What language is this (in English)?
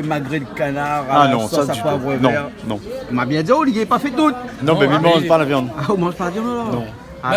Réunion Creole French